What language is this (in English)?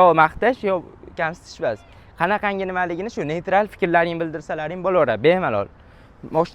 Uzbek